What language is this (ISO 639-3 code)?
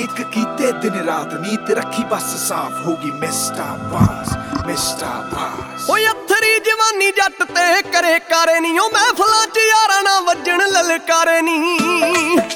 pan